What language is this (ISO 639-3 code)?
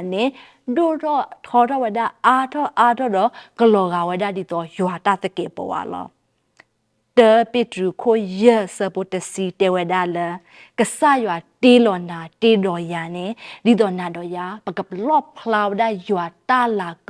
ksw